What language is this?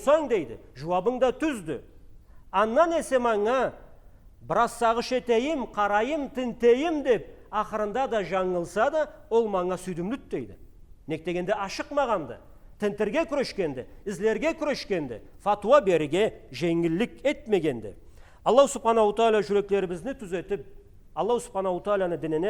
Karachay-Balkar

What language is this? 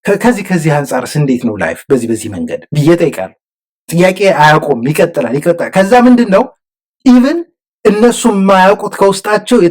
Amharic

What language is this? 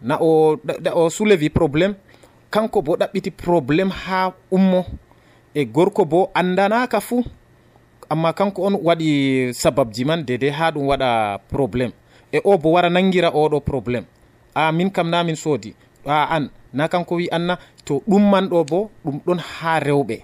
Nigerian Fulfulde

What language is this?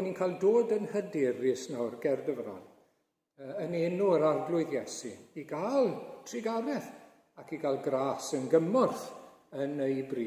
Welsh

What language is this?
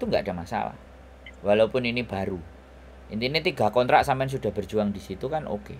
Musi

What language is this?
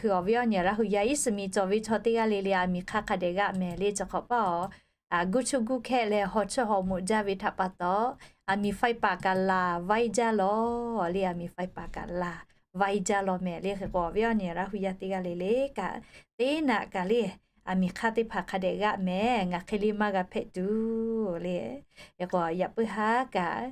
Lahu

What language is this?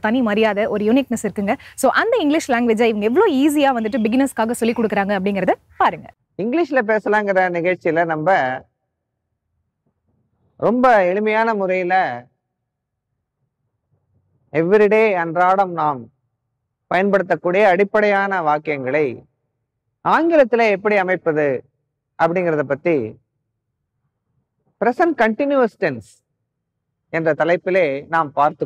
Tamil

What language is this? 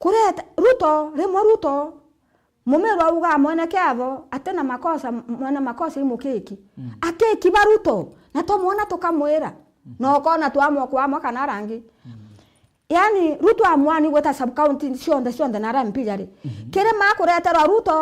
Meru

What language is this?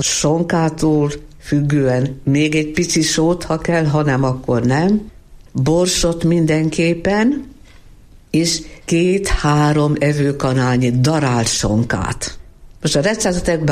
Hungarian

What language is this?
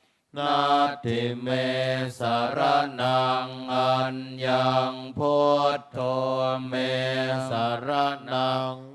Pali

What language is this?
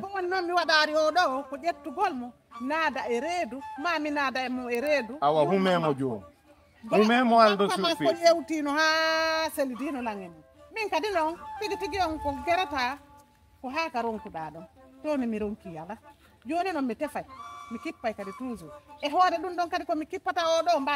Fula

